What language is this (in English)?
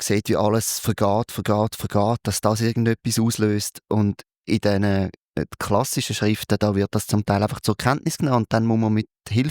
Swiss German